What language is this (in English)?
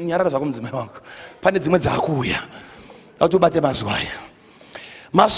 Shona